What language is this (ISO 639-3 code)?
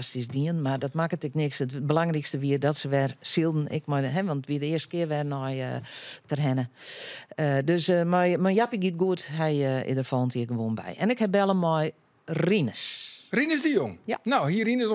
fry